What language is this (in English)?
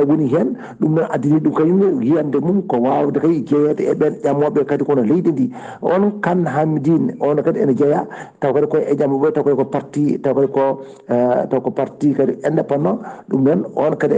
Fula